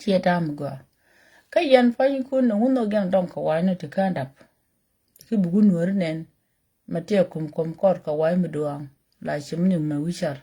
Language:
Nuer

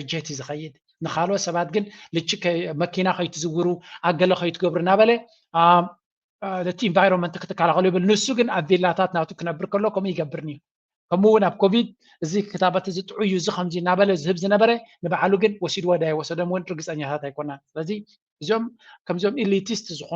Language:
Tigrinya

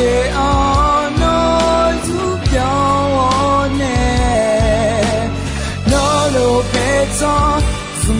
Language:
Akha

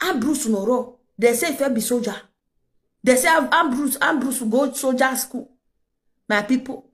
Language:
Nigerian Pidgin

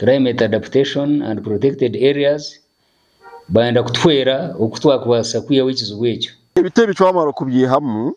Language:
Nyankole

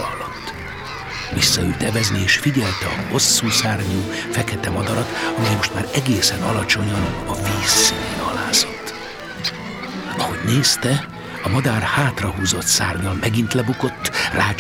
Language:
Hungarian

